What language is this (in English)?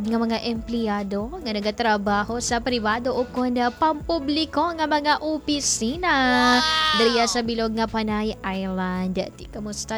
Hiligaynon